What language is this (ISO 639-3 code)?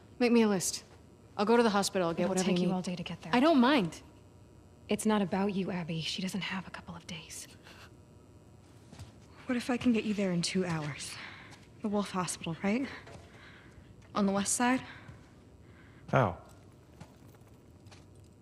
eng